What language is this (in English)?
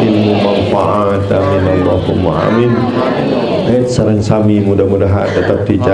Sasak